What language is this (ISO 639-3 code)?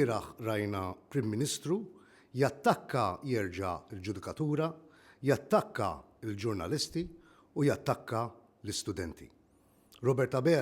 mlt